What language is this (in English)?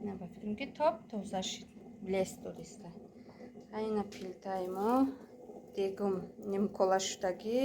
Tajik